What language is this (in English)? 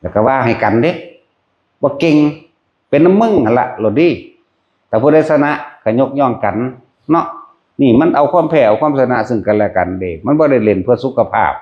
Northeastern Thai